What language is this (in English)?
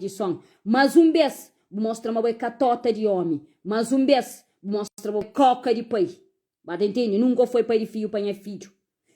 Kabuverdianu